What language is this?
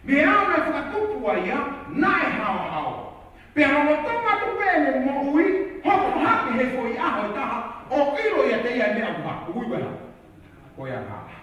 Tongan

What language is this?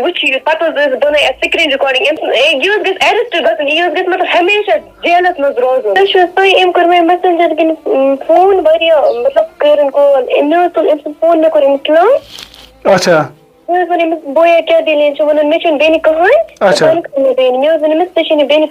Kashmiri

